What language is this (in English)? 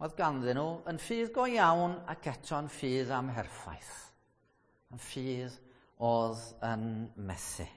Welsh